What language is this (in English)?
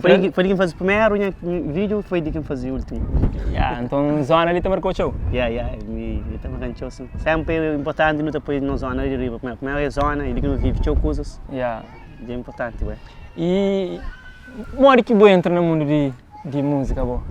Kabuverdianu